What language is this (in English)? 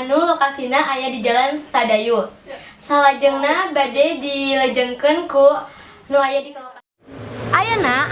Sundanese